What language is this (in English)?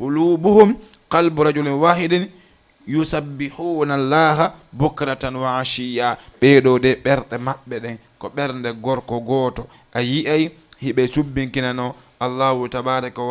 Fula